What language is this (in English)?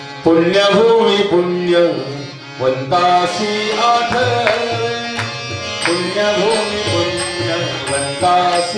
Marathi